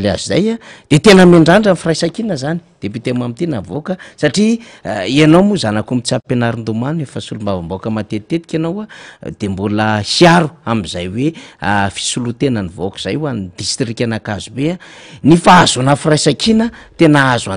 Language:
Malagasy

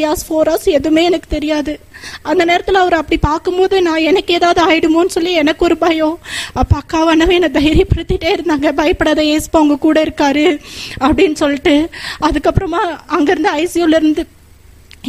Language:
Tamil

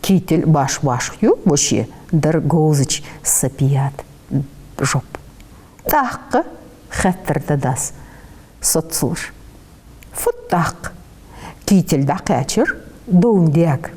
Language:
Ingush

